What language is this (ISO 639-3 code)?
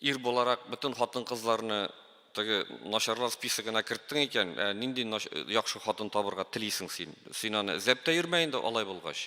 tat